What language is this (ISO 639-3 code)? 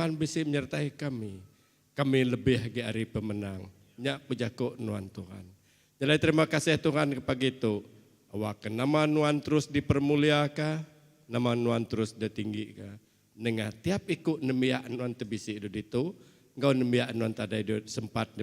iba